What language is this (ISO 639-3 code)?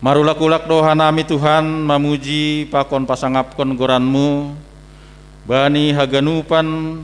bts